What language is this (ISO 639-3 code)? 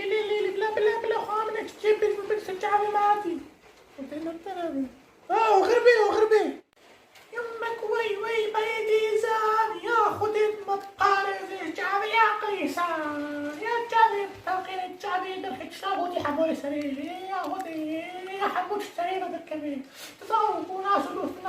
kur